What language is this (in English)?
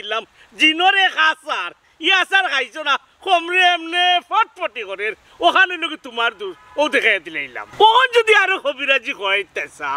Sylheti